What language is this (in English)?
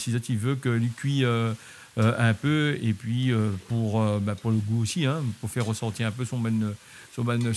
Réunion Creole French